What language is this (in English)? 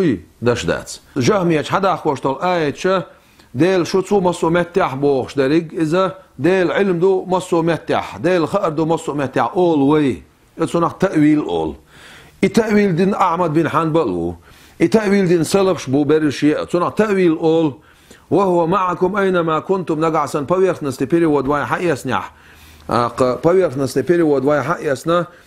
Chechen